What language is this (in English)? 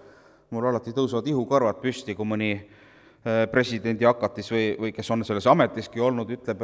Estonian